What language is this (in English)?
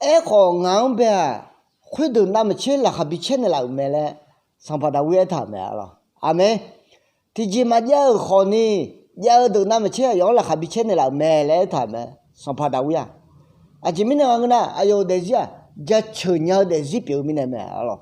Akha